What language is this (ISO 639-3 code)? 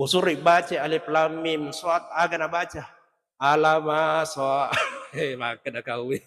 bug